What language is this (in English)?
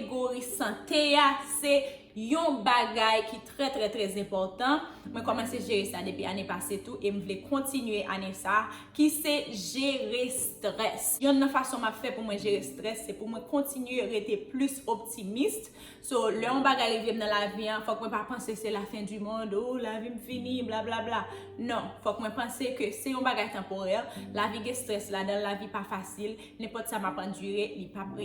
Haitian Creole